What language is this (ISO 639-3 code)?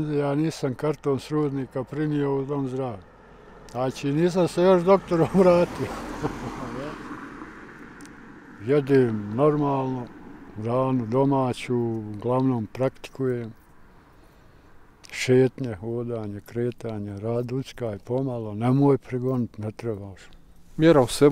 bos